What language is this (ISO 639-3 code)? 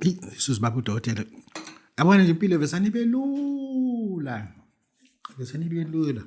zul